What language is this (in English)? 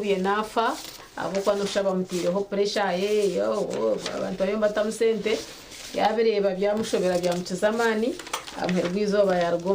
Nyankole